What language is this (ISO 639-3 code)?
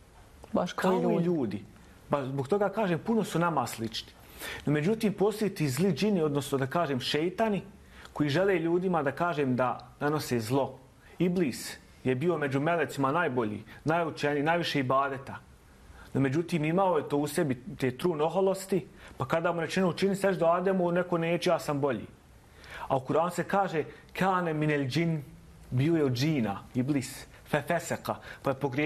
bos